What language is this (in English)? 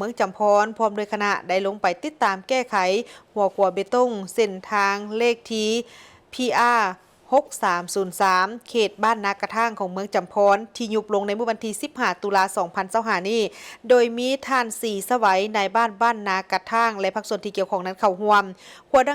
Lao